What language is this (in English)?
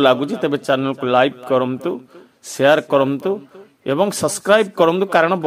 Odia